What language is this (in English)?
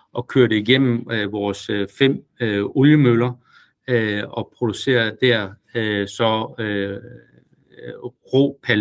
Danish